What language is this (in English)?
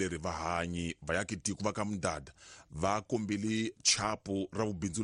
Tsonga